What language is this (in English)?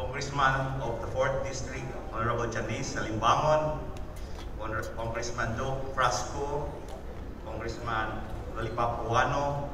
Cebuano